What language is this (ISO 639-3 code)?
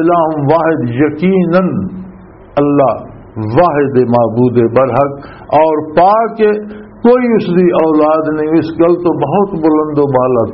lah